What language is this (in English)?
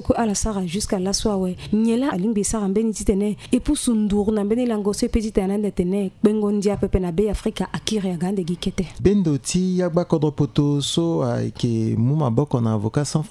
Sango